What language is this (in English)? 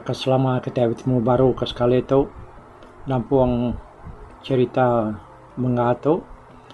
Iban